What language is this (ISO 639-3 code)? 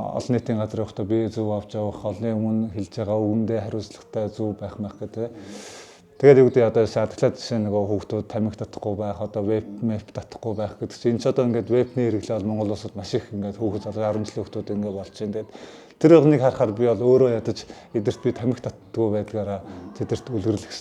mon